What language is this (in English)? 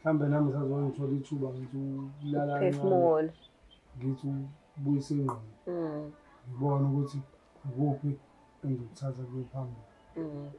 Zulu